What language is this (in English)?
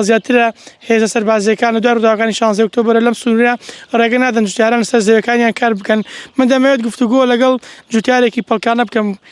Central Kurdish